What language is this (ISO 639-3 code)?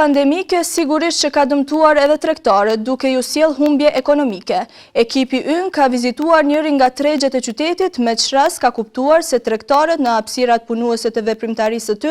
sqi